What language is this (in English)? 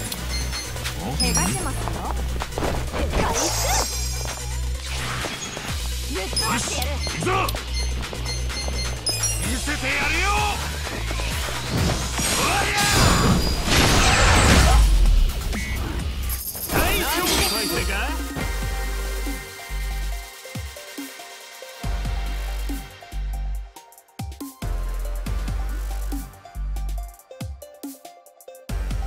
Japanese